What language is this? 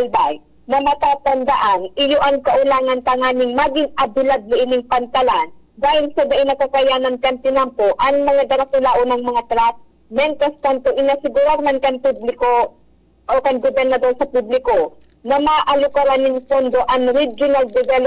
Bikol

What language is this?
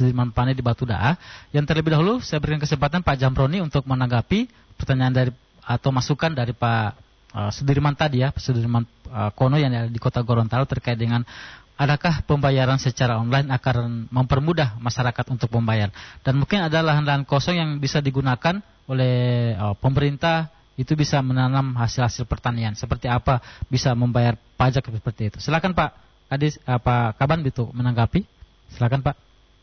Indonesian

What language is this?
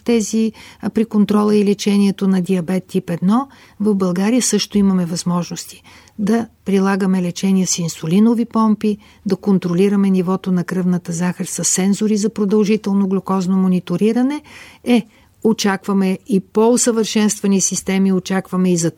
Bulgarian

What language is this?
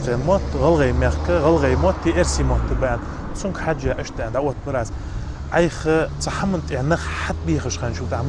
Ingush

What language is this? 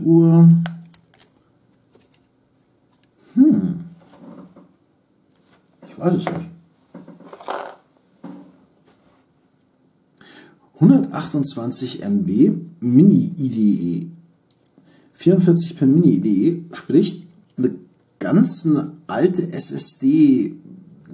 German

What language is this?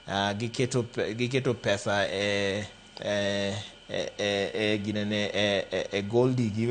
Luo (Kenya and Tanzania)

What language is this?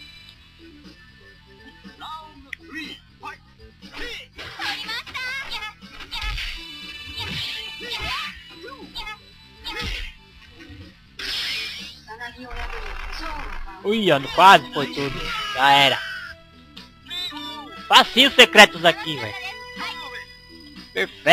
Portuguese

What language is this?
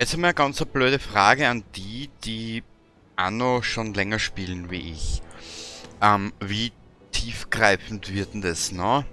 Bavarian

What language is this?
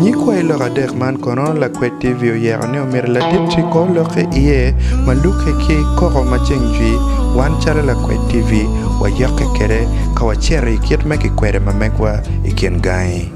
Acoli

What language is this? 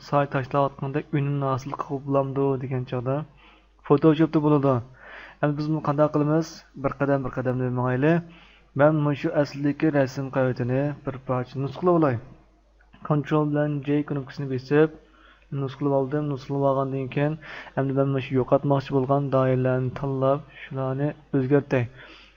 Uyghur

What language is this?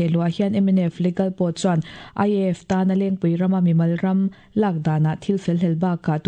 Mizo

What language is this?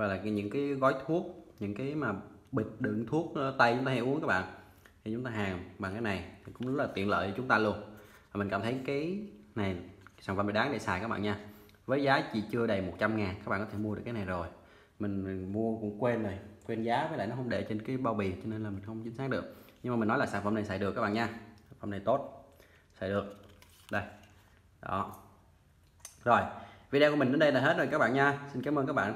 Vietnamese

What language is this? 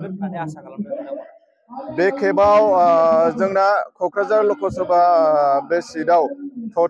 Bodo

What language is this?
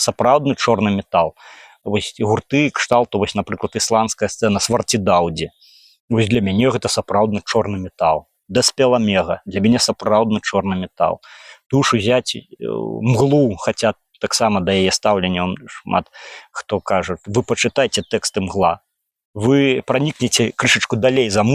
Belarusian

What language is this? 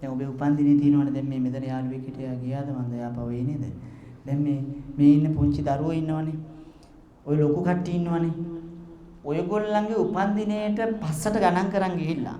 Sinhala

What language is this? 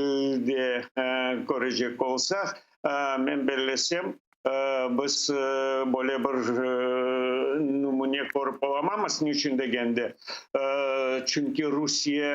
Crimean Tatar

